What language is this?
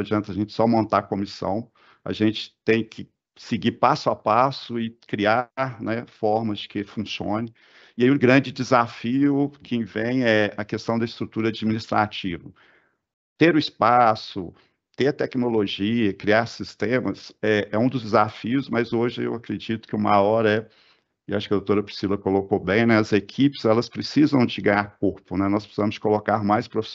Portuguese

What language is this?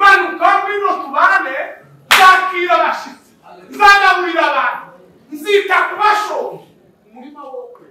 Kinyarwanda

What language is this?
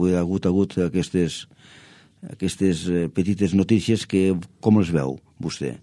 Catalan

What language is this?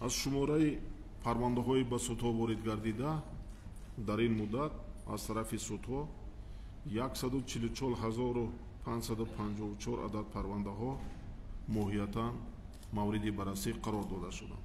Tajik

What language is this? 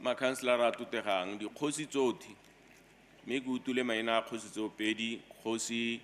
Tswana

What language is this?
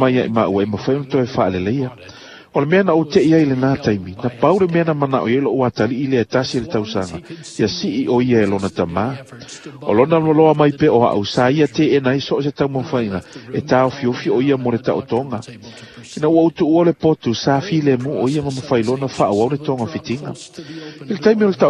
Samoan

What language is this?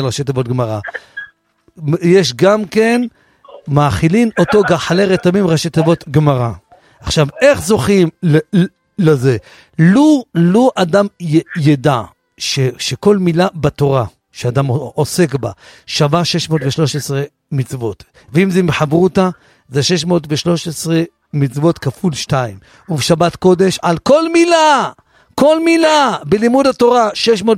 Hebrew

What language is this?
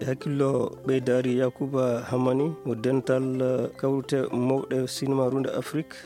Fula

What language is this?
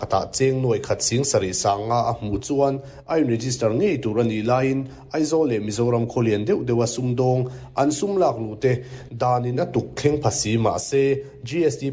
Mizo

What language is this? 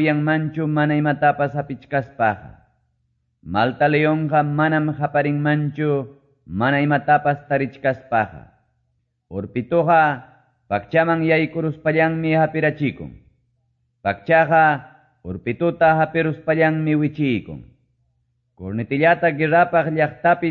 Quechua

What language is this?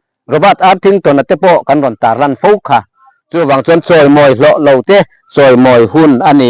Mizo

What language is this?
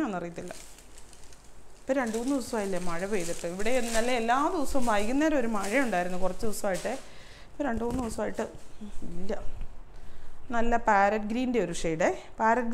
Malayalam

